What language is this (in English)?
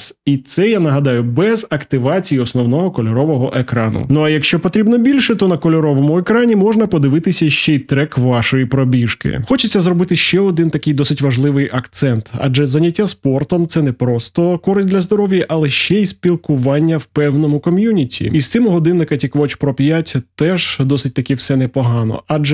Ukrainian